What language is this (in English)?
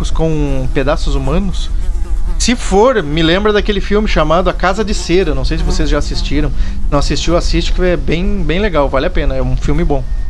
Portuguese